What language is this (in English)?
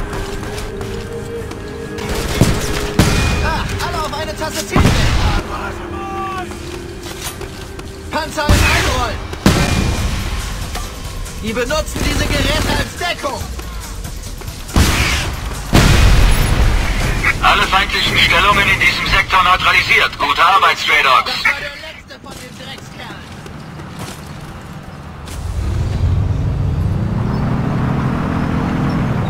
German